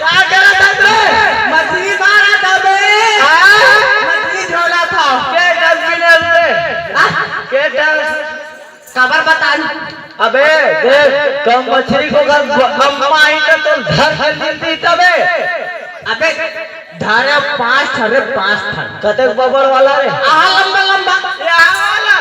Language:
Chhattisgarhi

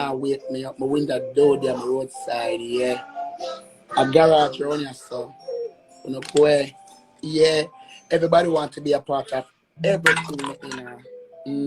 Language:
Jamaican Creole English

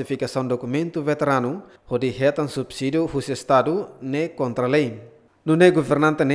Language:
Tetum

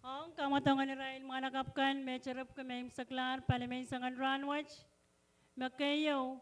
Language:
Pohnpeian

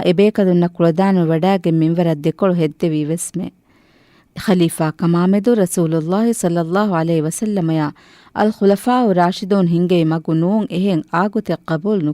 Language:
Divehi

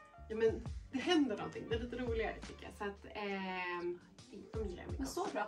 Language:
Swedish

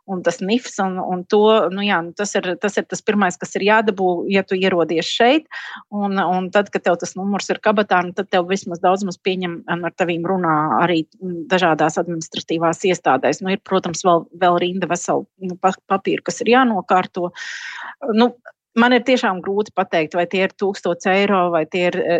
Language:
Latvian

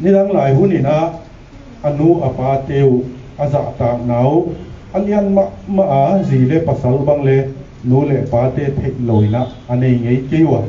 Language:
Paite Chin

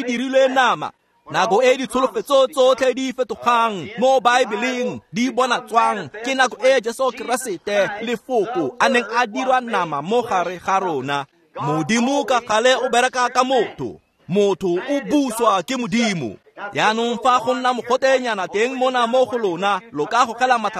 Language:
Tswana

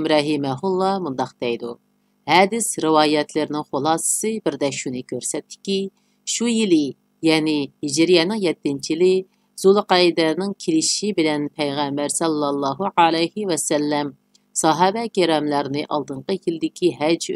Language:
Uyghur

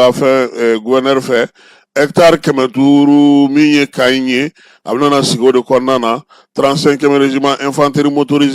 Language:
Bambara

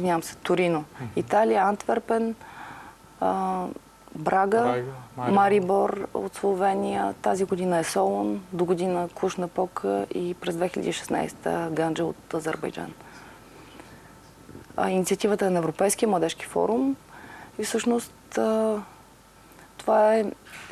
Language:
Bulgarian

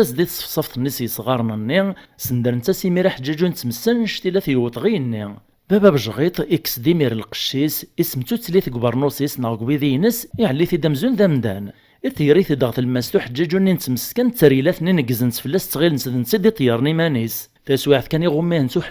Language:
Kabyle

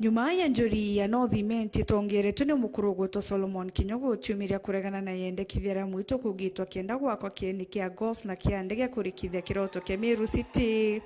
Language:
Meru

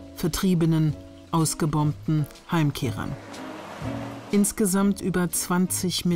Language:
German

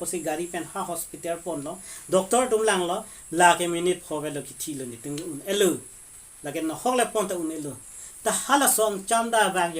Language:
Karbi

